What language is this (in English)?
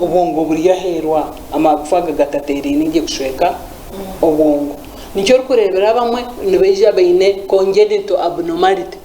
Nyankole